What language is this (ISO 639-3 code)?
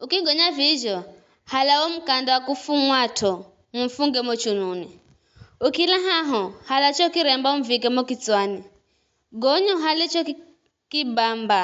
nyf